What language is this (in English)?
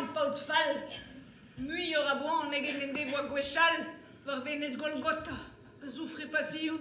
Breton